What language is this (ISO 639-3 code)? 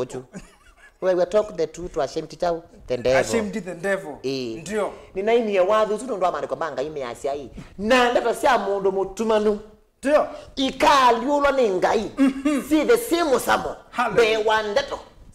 kam